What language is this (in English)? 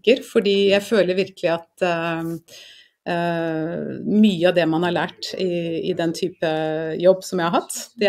Norwegian